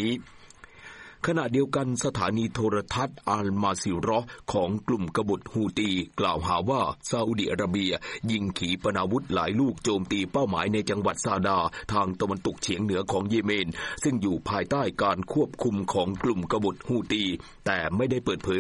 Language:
Thai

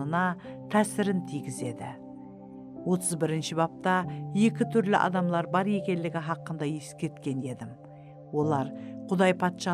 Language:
Kara-Kalpak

